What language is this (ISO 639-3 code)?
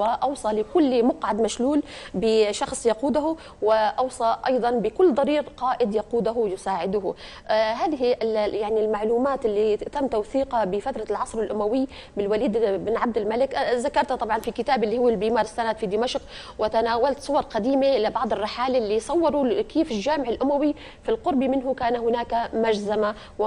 apc